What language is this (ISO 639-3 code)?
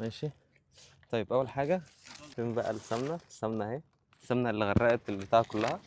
arz